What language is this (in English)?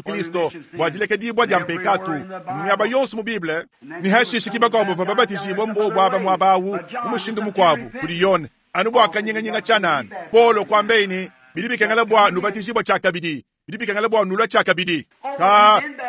Luba-Lulua